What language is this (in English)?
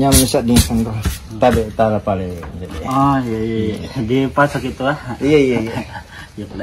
Buginese